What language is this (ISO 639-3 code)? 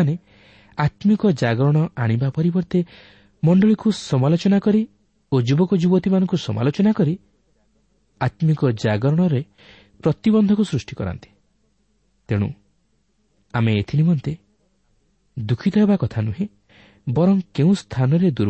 ori